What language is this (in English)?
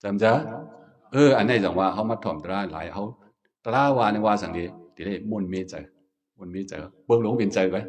Shan